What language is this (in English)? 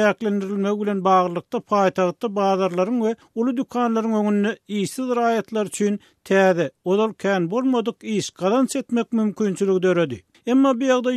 Turkmen